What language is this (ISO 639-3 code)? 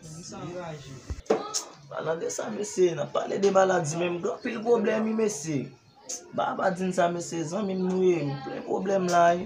hat